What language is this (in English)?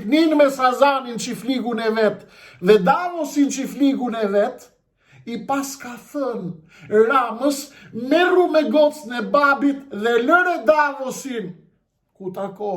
Albanian